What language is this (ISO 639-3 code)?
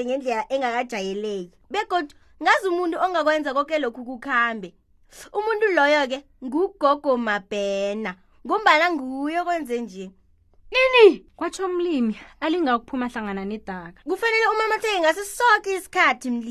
nbl